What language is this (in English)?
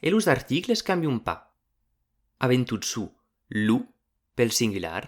Occitan